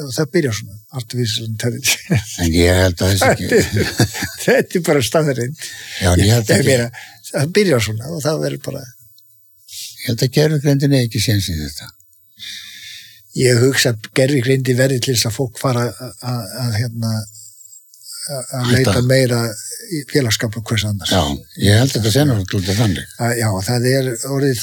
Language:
Icelandic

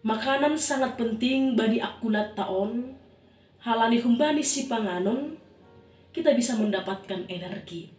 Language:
Batak Simalungun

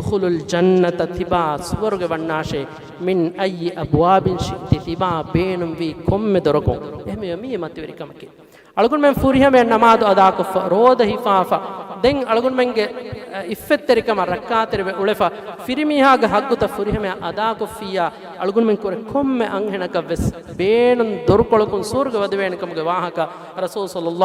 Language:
Divehi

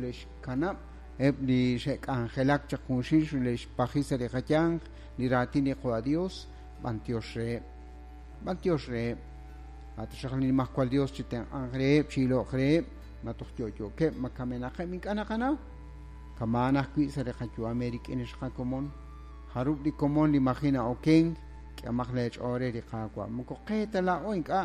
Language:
Kekchí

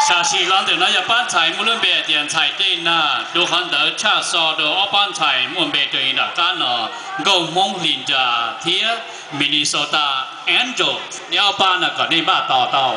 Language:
Hmong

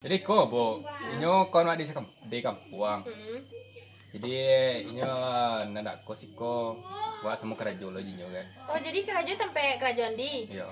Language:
Minangkabau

